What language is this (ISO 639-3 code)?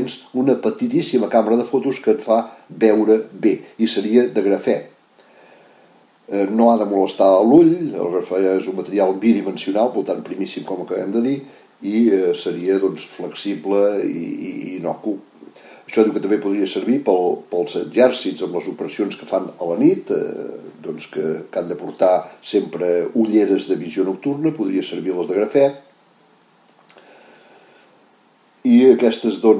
cat